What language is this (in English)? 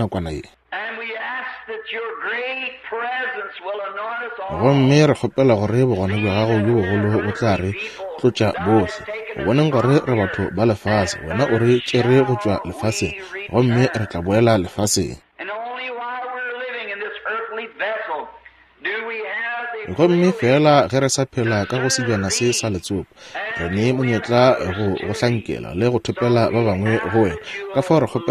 Northern Sotho